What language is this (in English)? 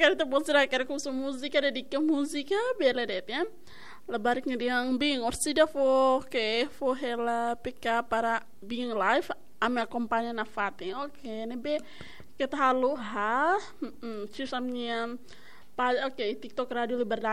Tetum